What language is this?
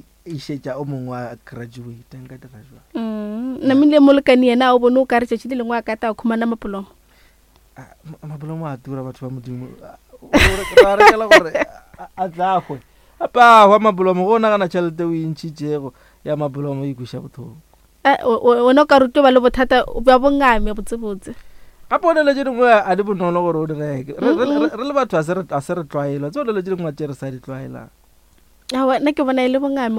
Northern Sotho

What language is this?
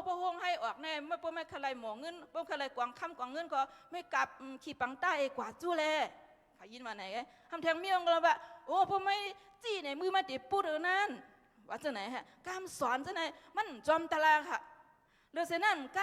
Shan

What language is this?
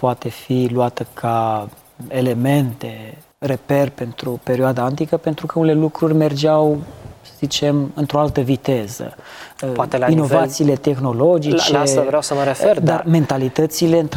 Romanian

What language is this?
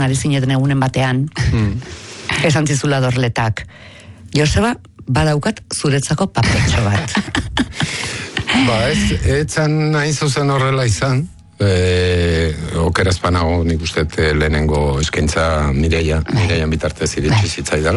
Basque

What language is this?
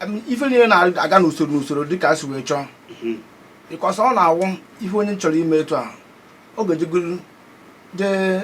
Igbo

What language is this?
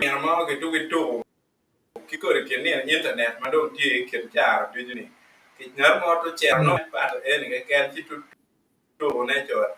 Acoli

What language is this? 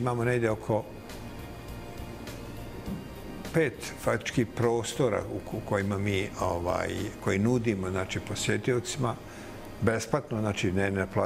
Bosnian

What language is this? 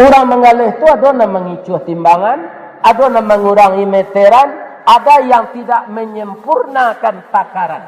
Minangkabau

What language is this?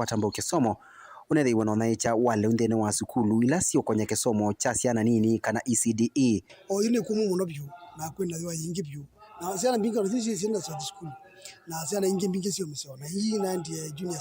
Kamba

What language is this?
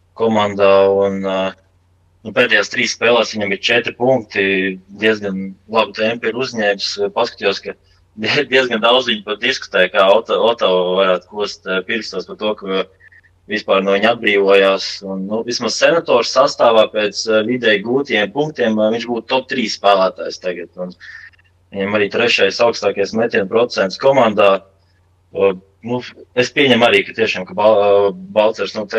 Latvian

